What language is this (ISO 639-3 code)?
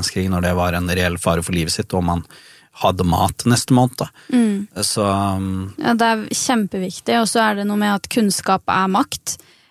nor